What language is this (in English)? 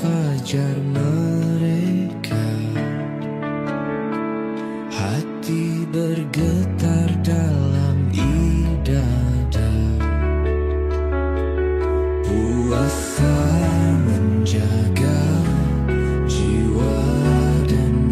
Indonesian